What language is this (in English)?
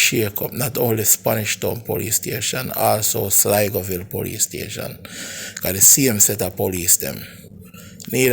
Jamaican Creole English